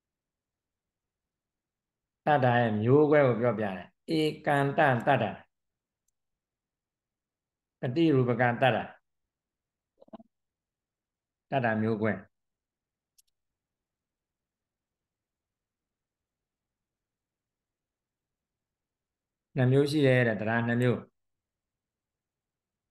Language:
Burmese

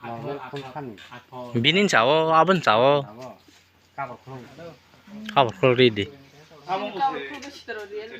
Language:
Kok Borok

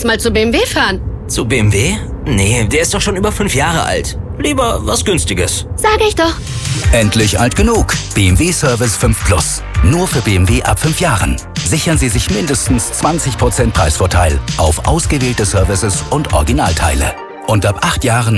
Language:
German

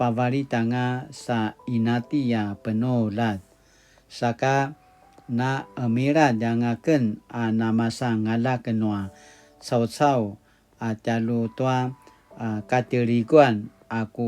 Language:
Paiwan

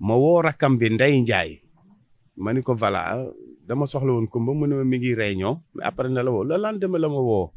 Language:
Wolof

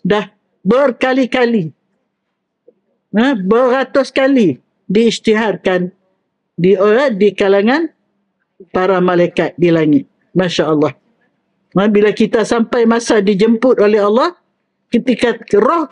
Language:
Malay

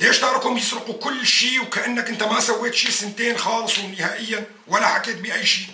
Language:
North Levantine Arabic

